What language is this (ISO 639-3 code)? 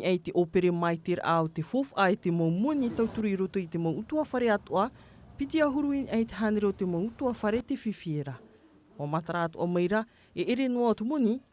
tah